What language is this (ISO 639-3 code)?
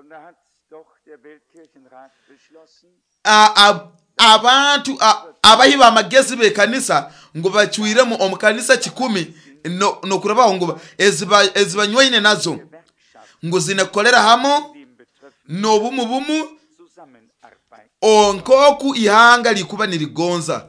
nyo